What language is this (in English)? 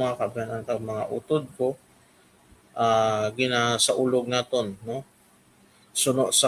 Hiligaynon